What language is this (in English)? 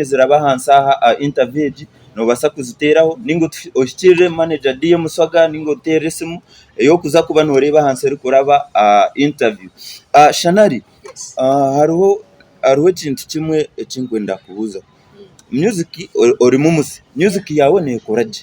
Nyankole